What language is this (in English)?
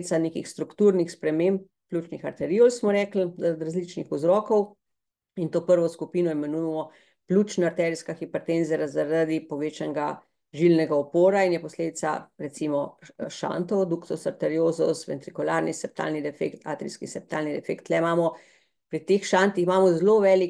Slovenian